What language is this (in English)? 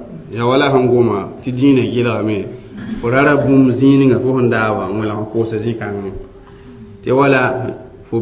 Mossi